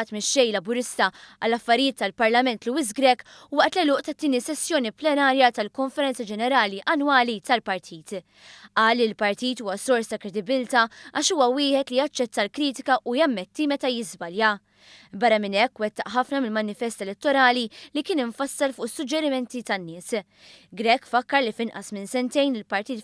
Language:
Maltese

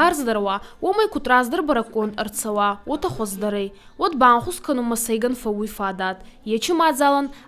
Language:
Ossetic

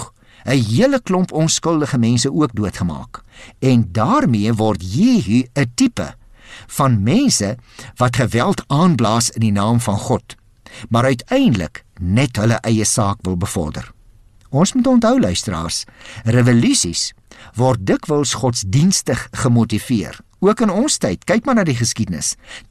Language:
Afrikaans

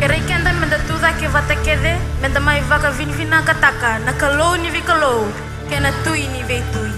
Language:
Fijian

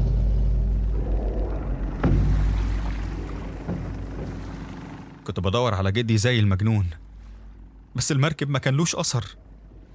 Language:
Egyptian Arabic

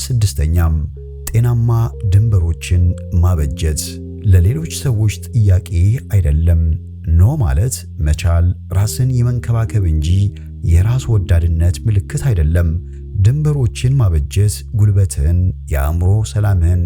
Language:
Amharic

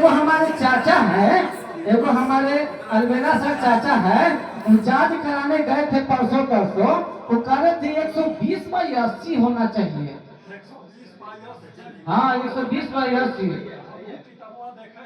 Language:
Magahi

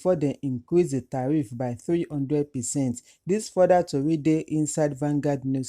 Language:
Nigerian Pidgin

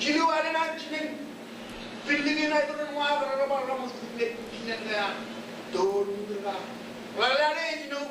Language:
Marshallese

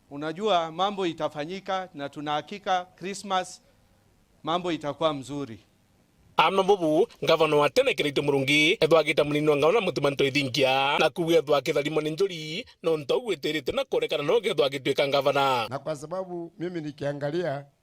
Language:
Meru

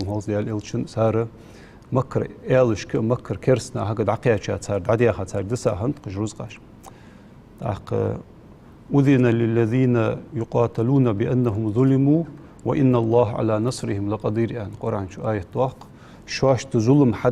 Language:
Ingush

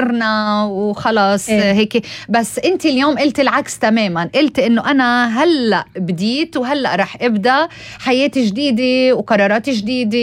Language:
North Levantine Arabic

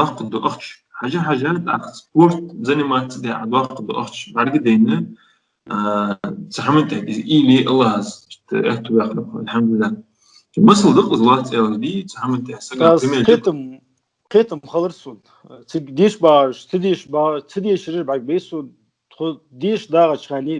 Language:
Ingush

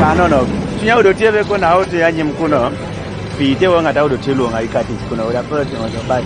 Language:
Kumam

